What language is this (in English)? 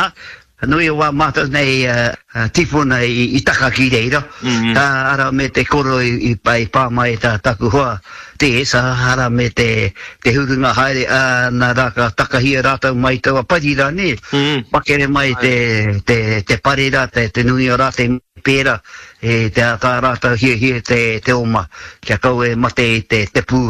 Māori